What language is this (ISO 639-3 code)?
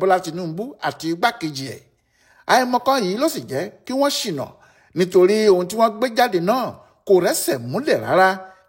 yor